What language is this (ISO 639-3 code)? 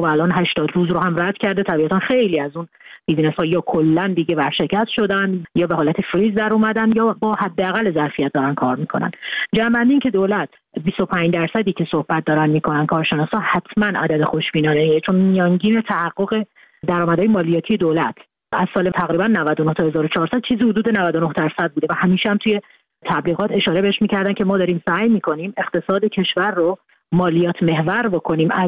fas